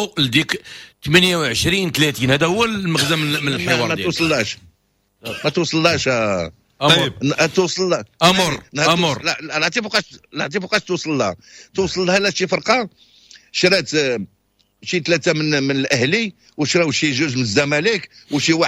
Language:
Moroccan Arabic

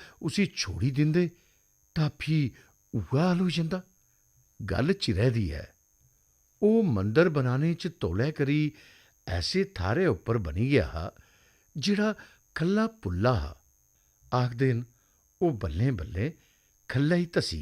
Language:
Dogri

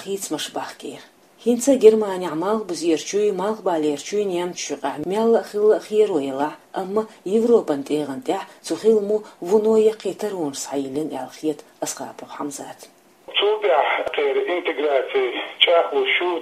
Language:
Chechen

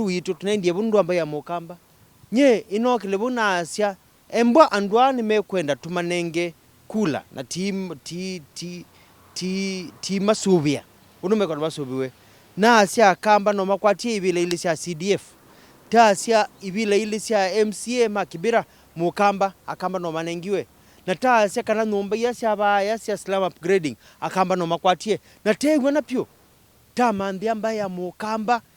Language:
Kamba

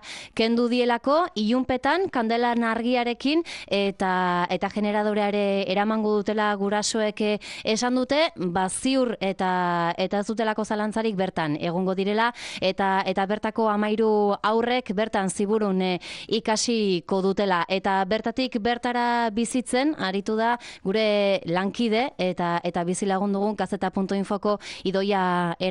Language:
Basque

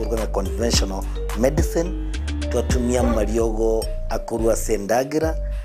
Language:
Gusii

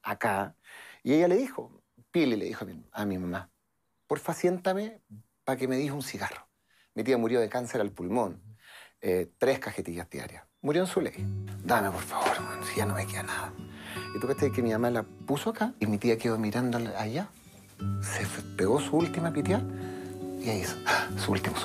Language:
Spanish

